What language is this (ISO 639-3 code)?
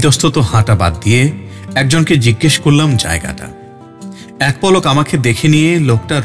ben